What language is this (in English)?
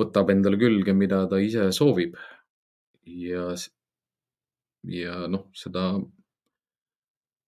Estonian